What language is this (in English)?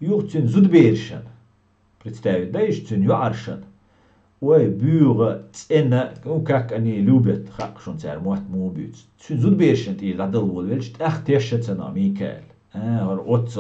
Chechen